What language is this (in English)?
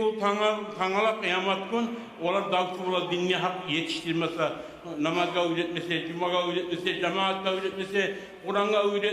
Kumyk